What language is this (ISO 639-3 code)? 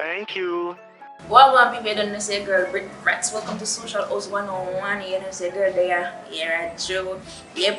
jam